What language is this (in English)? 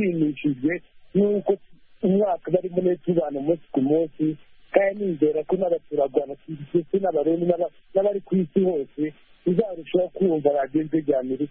Kinyarwanda